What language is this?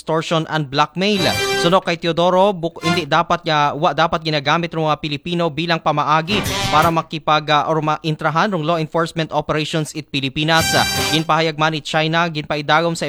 Aklanon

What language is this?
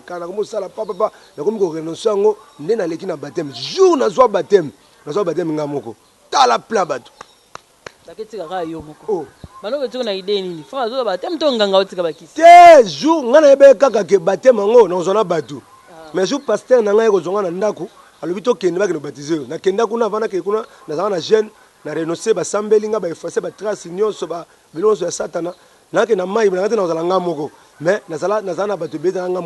Lingala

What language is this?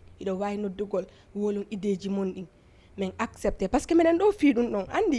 Fula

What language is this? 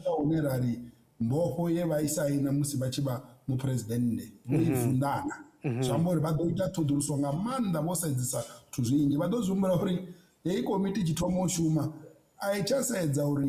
Venda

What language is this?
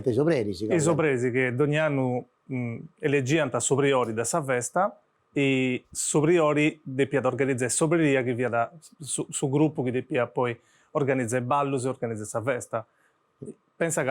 Sardinian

